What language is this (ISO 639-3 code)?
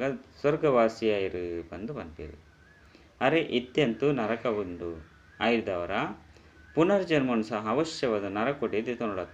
tcy